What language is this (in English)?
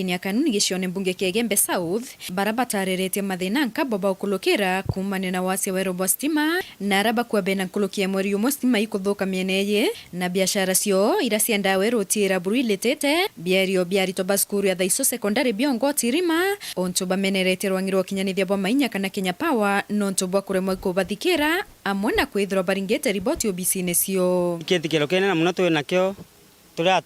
Meru